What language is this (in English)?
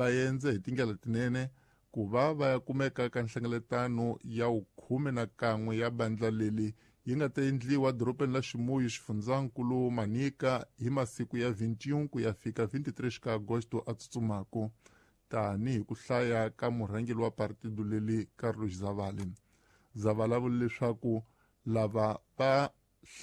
Tsonga